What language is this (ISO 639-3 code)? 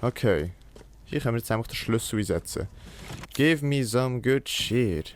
gsw